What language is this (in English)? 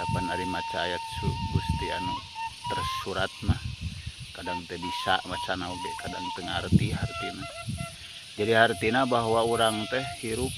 Sundanese